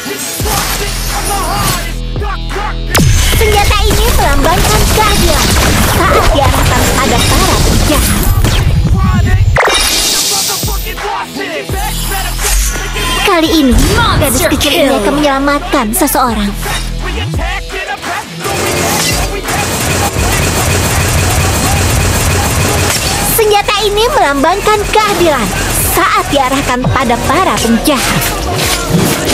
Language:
Indonesian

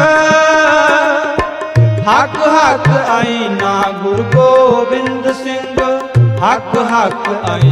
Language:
Punjabi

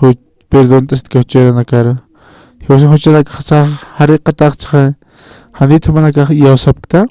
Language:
Aymara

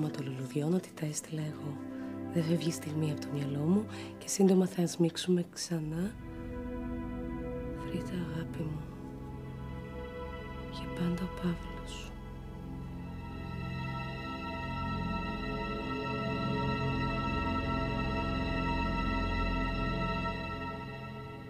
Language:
Greek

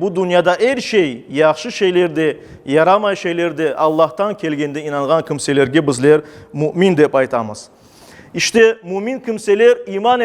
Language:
Crimean Tatar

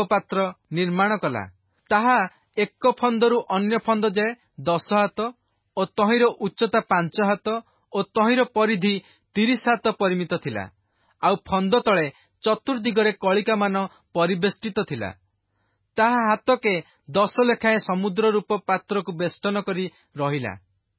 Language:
Odia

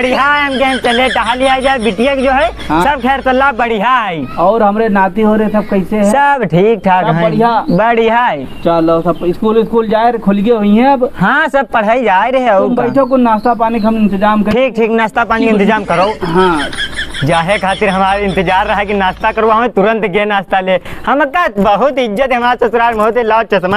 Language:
Awadhi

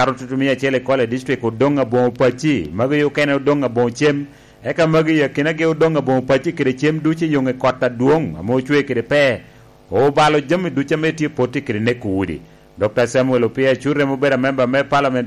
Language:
Lango (Uganda)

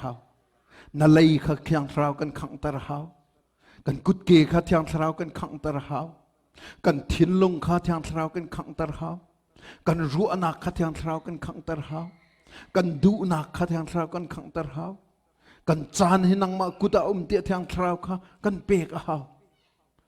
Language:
Hakha Chin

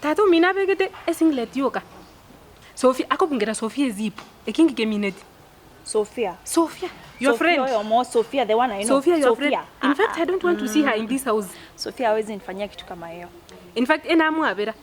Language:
Gusii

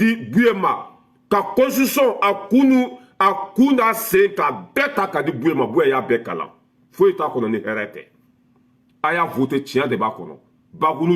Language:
Bambara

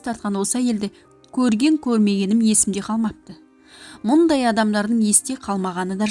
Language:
Kazakh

